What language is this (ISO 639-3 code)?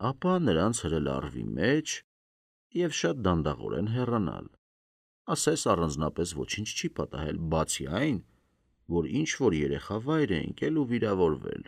hye